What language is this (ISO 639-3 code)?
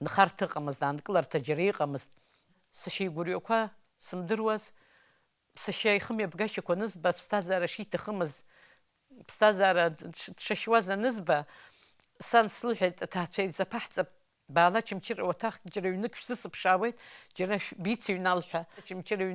abk